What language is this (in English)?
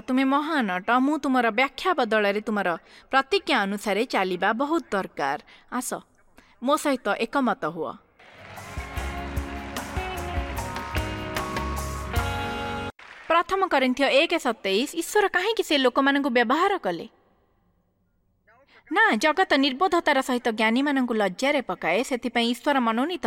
Odia